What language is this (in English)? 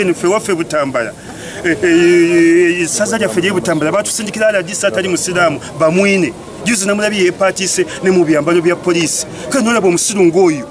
Ganda